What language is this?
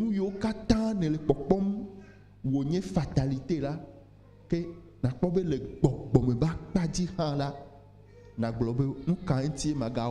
Ewe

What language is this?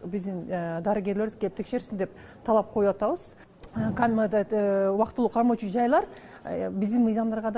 Kyrgyz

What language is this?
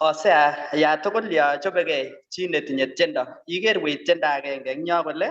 Kalenjin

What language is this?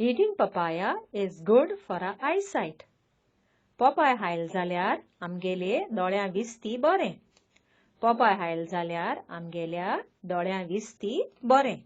Konkani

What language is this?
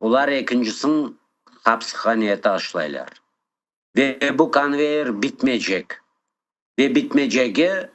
Crimean Tatar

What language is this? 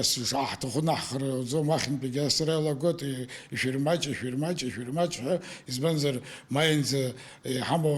Abkhazian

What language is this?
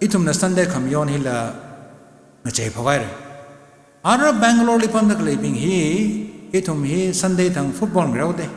Tangkhul Naga (India)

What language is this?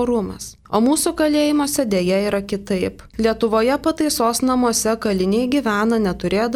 Lithuanian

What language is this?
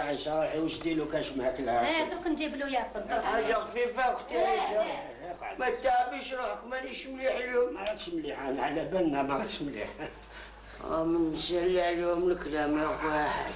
Algerian Arabic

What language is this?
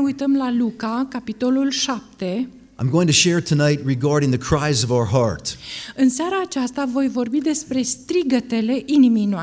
Romanian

